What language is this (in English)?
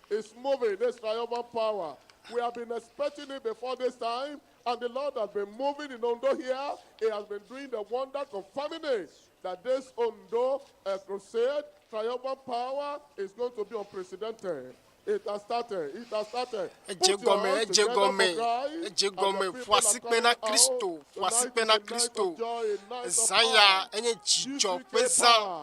Ewe